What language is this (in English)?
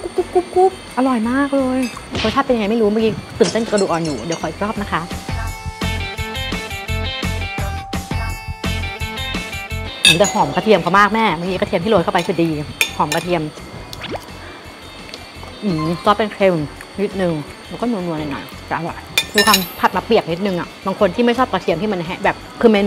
Thai